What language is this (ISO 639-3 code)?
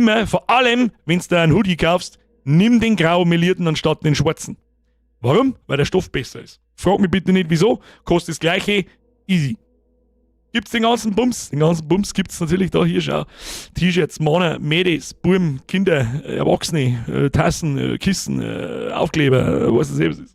bar